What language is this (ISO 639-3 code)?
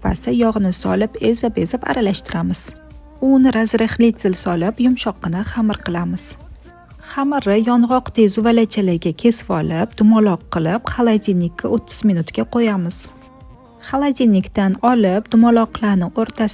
uzb